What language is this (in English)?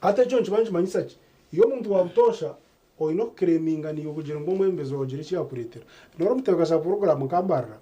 Nyankole